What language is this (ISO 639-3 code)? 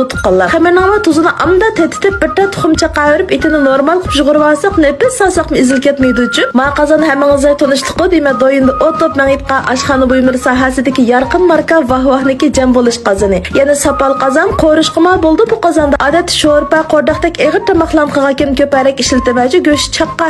uig